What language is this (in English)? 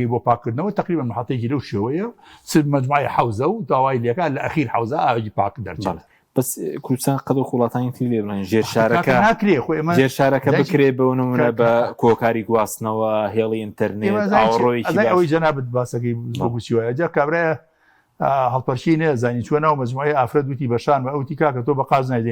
Central Kurdish